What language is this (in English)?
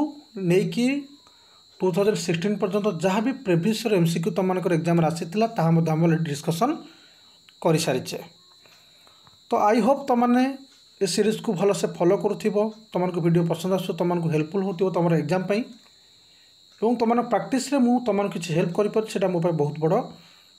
Odia